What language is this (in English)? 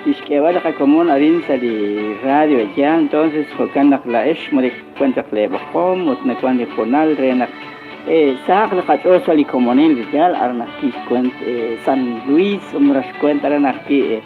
Kekchí